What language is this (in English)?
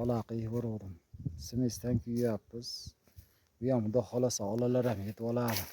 Uzbek